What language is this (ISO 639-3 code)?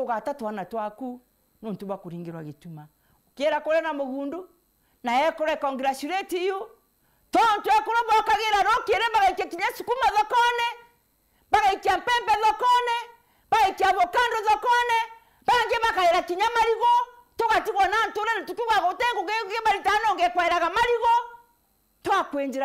mer